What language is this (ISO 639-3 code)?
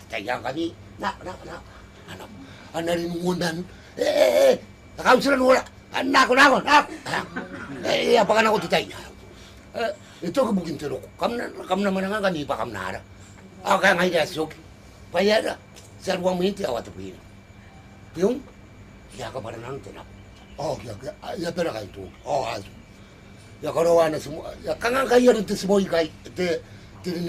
gil